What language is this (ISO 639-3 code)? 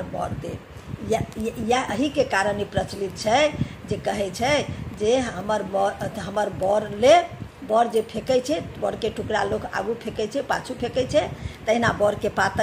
mai